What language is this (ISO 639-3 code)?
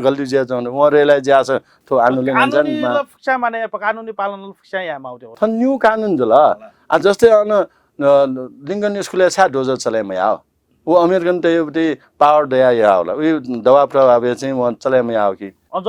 new